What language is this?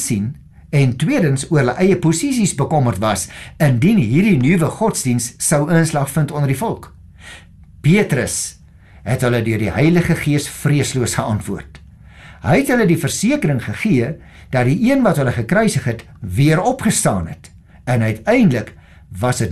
Afrikaans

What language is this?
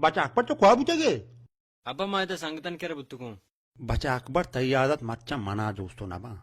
Baluchi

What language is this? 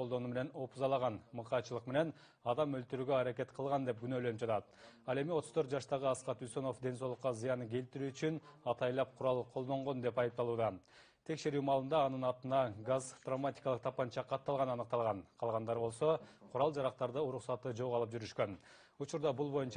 Kyrgyz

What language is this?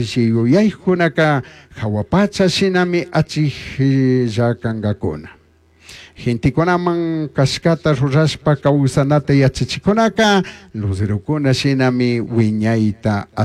Chimborazo Highland Quichua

